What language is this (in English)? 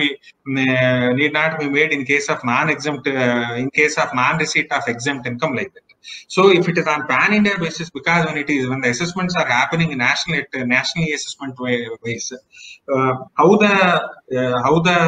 English